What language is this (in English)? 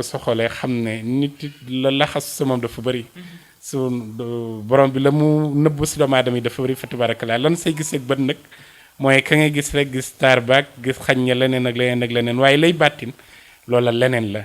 Wolof